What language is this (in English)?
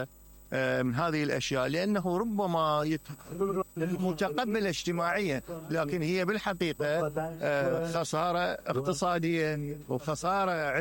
Mesopotamian Arabic